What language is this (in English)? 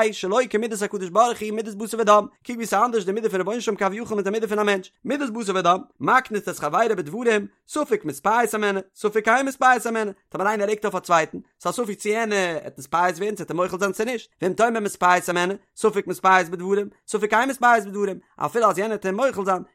Yiddish